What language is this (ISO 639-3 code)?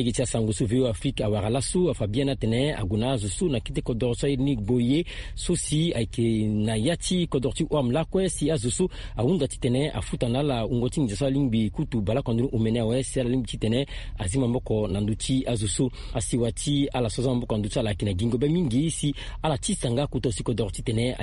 sag